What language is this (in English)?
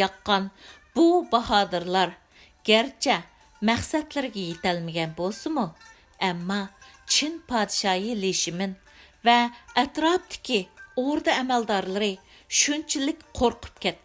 Uyghur